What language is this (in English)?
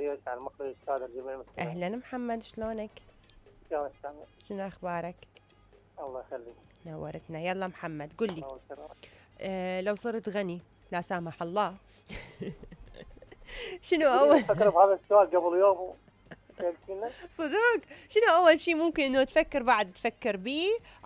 Mesopotamian Arabic